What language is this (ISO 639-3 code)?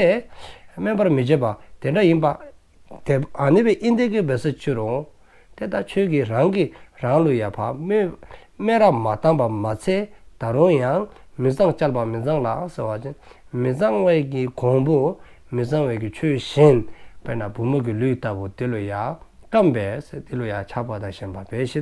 dzo